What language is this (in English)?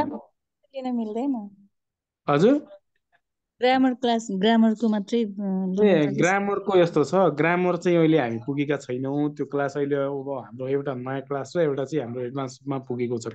Nepali